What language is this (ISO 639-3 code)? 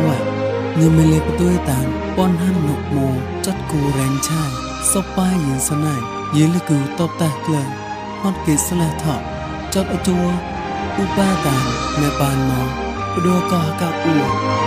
mnw